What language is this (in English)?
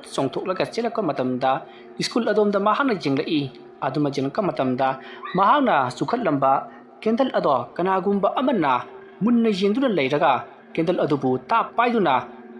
Manipuri